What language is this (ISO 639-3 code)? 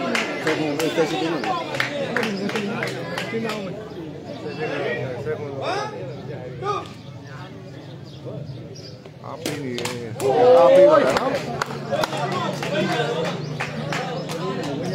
mya